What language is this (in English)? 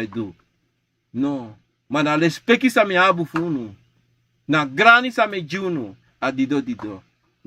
Sranan Tongo